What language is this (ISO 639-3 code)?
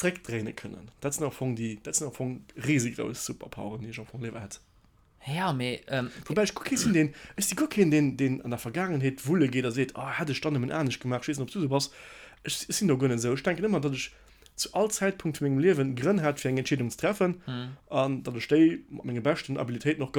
ltz